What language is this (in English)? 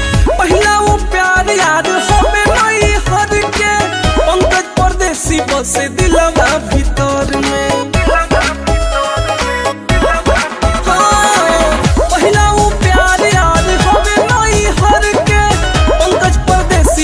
Bhojpuri